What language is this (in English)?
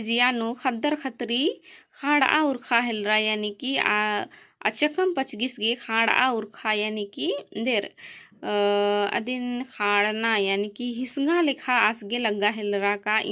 Kurukh